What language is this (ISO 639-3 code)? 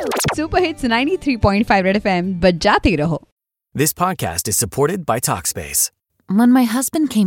mar